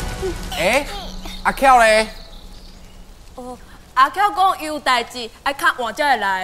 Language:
Min Nan Chinese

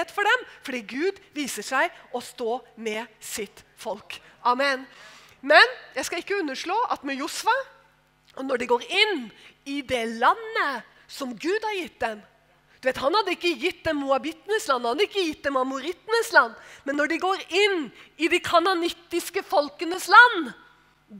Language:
Norwegian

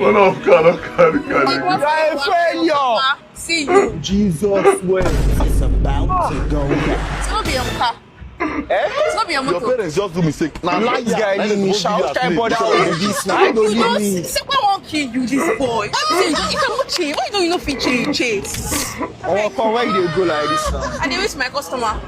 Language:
Nigerian Pidgin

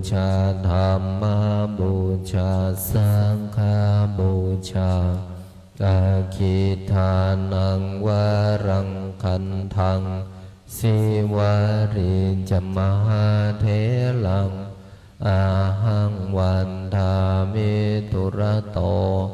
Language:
Pali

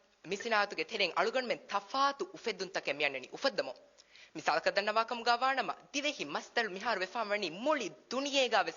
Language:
Divehi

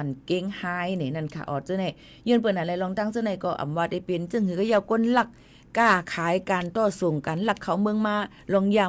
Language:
Shan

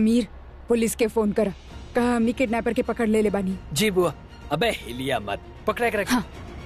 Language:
Bhojpuri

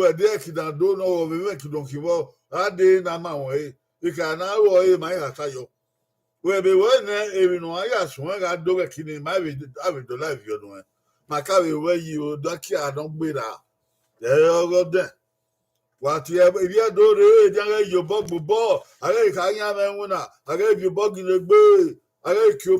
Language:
Bini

